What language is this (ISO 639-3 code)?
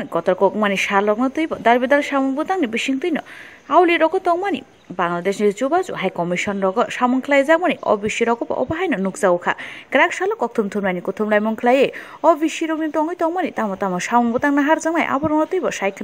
trp